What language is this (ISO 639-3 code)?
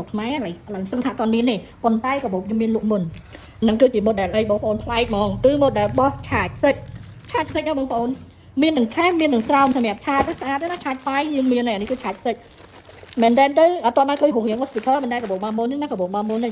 khm